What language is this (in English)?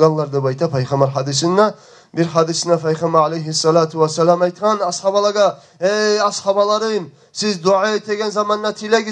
Kumyk